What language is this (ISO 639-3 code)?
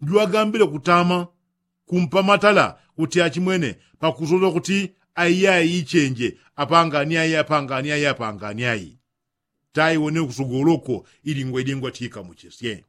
yao